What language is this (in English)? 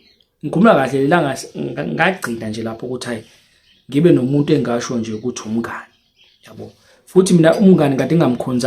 Zulu